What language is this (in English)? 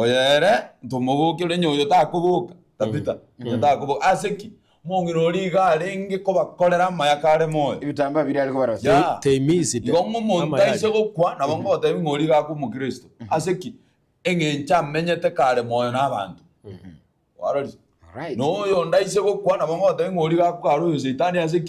Gusii